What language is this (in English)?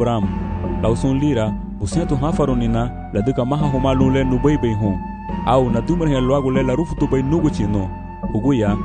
Garifuna